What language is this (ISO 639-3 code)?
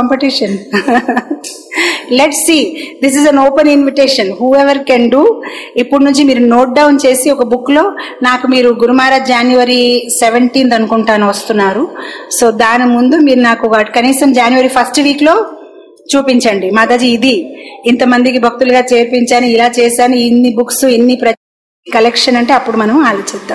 tel